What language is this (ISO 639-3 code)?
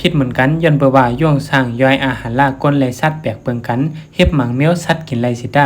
shn